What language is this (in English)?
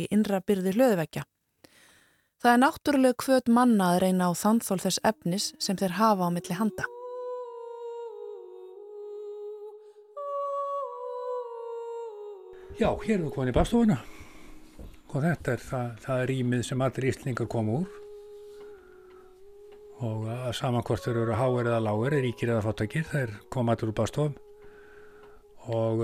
Icelandic